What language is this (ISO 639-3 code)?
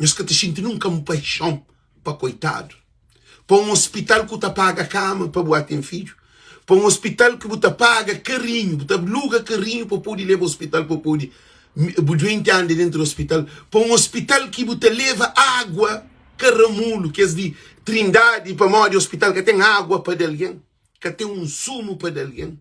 kea